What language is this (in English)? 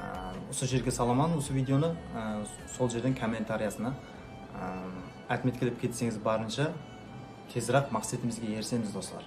Kara-Kalpak